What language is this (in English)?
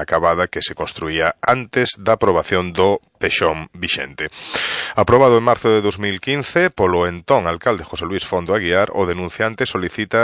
Galician